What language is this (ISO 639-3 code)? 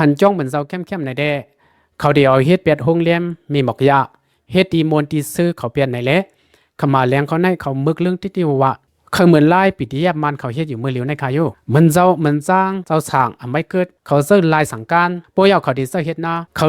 lao